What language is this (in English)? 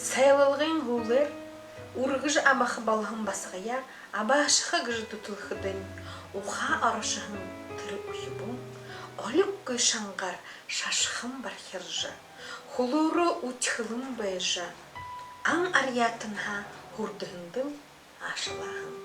Buriat